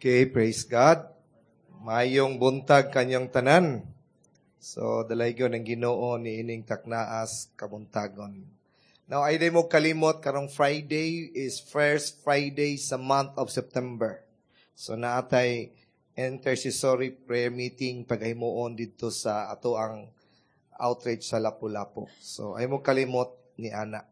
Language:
Cebuano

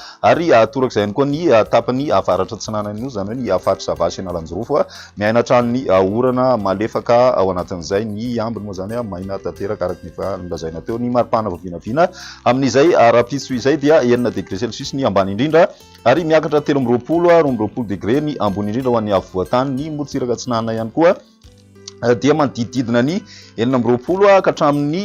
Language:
Malagasy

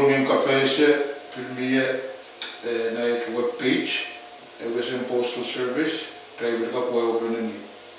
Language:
Pohnpeian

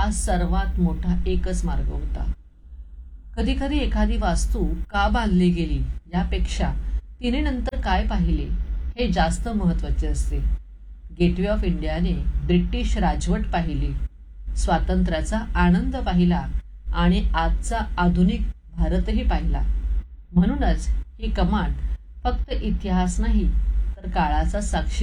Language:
Marathi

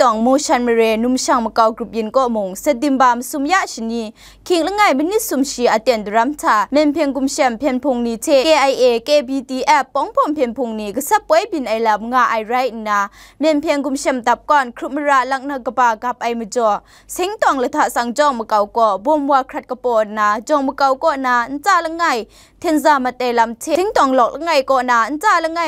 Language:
Kachin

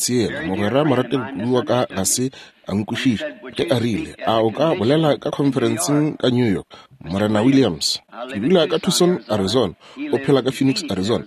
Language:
Northern Sotho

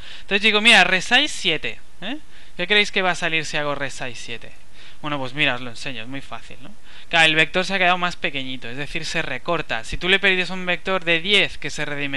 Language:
Spanish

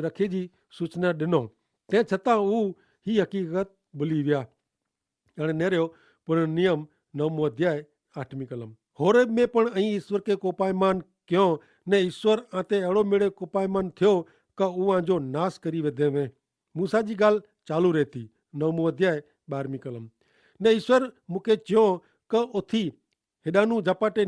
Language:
Kachhi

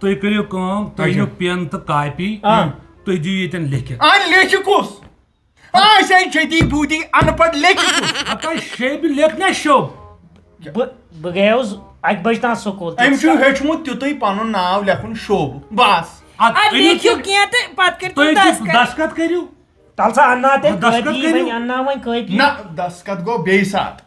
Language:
Kashmiri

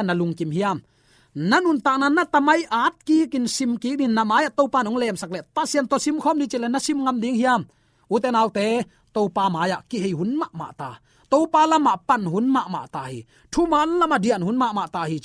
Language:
Tedim Chin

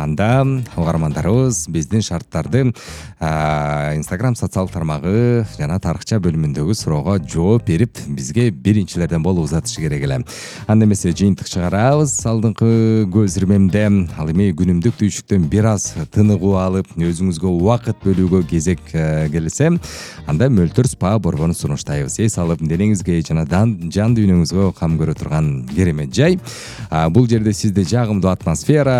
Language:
Kyrgyz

